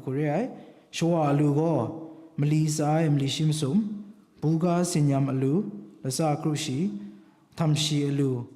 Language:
Kachin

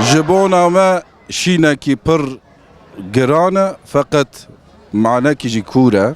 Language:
Kurdish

